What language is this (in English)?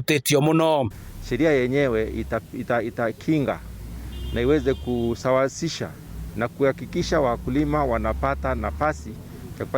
Kikuyu